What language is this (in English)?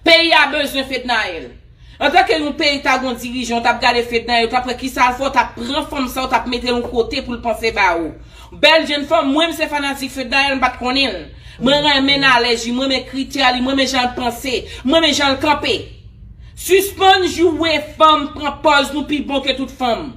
Haitian Creole